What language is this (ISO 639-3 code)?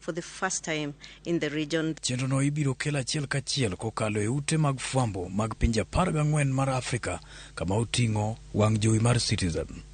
luo